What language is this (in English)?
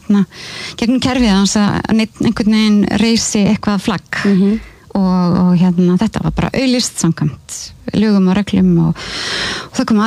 Icelandic